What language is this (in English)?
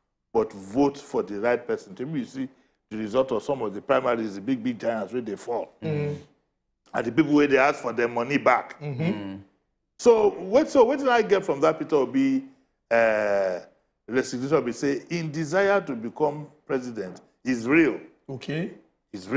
Nigerian Pidgin